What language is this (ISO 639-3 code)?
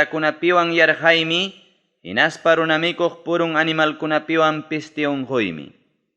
quy